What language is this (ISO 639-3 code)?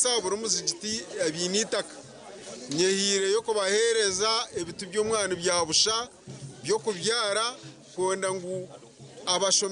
nyn